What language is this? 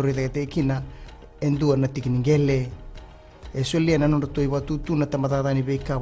Fijian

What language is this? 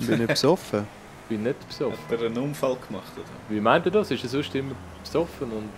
Swiss German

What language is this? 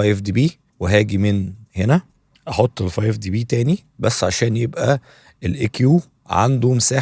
Egyptian Arabic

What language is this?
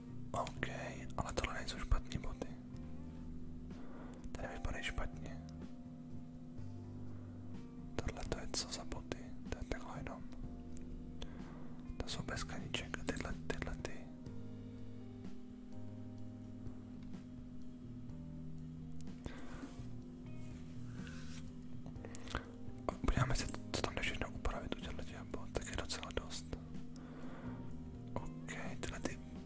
Czech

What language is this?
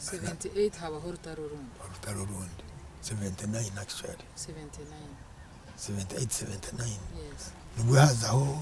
Nyankole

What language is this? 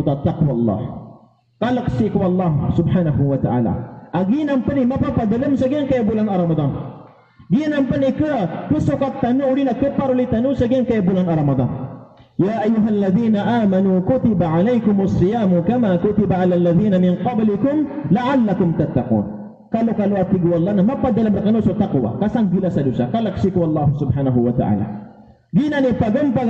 Maranao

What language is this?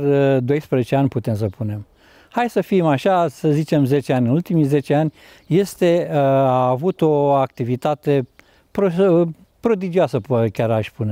Romanian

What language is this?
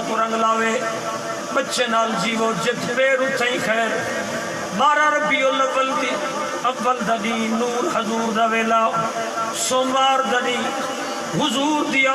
Saraiki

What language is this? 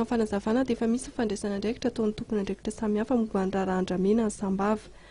Malagasy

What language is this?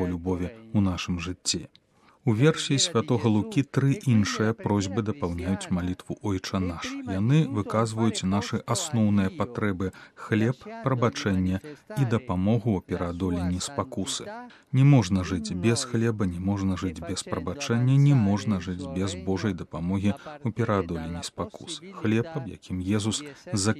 Belarusian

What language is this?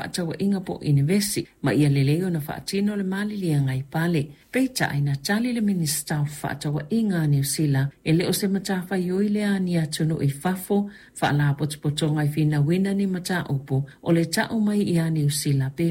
Samoan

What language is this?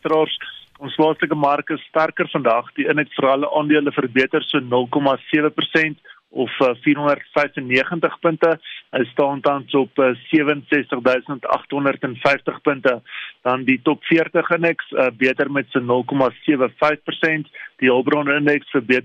Afrikaans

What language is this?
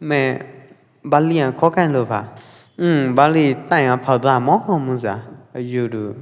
Pwo Eastern Karen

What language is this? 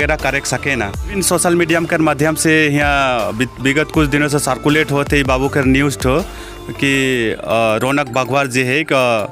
Sadri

